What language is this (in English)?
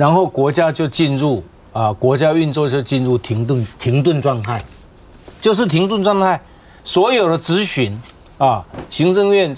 Chinese